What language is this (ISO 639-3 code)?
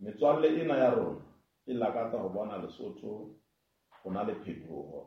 sot